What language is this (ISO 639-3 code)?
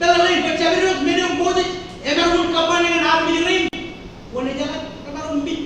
mah